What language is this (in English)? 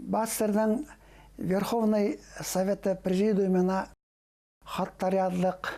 Bashkir